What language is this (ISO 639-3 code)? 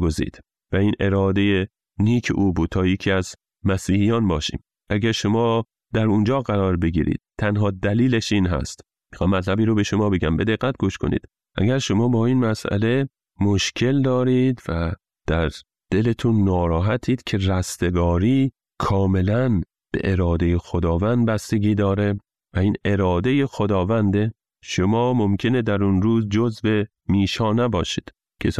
fas